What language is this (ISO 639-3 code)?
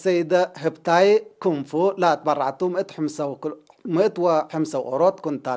tig